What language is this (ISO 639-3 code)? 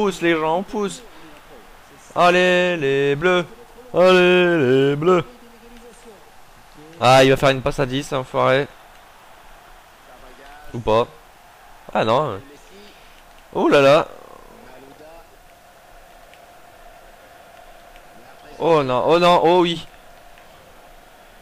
fra